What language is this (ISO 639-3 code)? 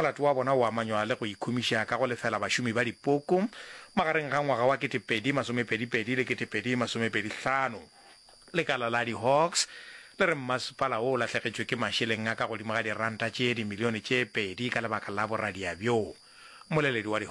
nso